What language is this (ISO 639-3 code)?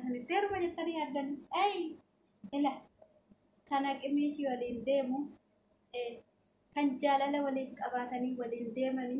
orm